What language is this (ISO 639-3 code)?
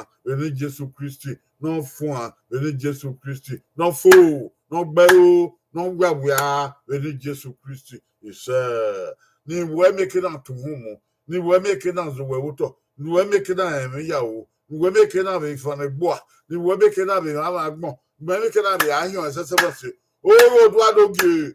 bin